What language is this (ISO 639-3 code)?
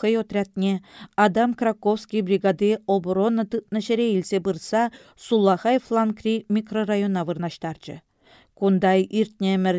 chv